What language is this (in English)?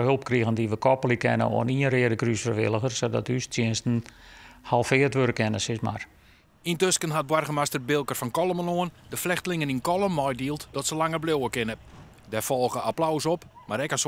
Western Frisian